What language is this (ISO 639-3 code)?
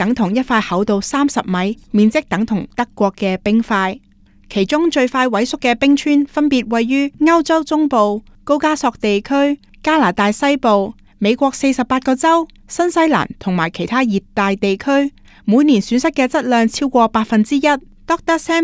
yue